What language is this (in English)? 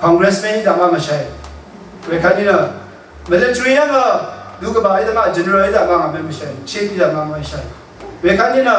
Rawang